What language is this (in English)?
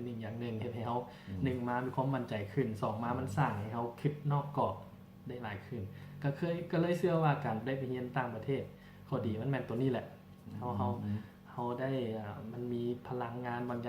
Lao